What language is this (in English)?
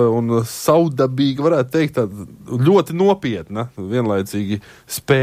Latvian